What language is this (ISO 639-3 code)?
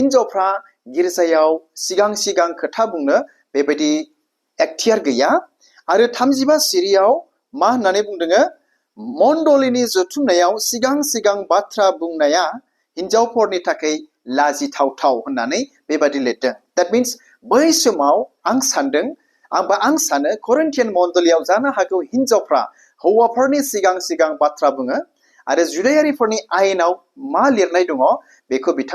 brx